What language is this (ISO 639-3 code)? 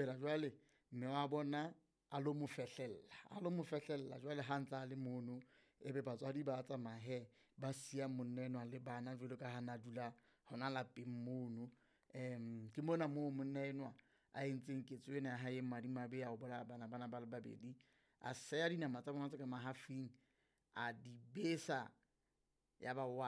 sot